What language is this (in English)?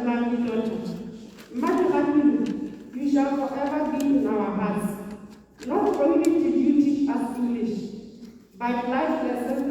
Tswana